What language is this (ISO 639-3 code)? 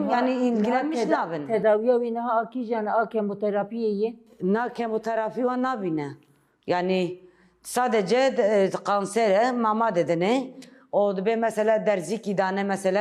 kur